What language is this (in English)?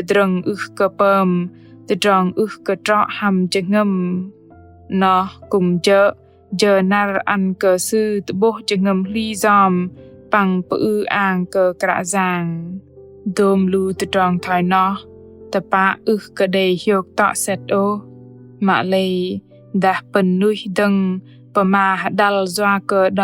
Bahnar